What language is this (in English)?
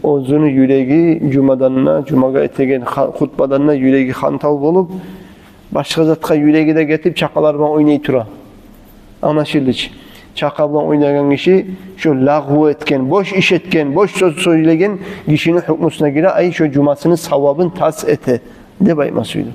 Kumyk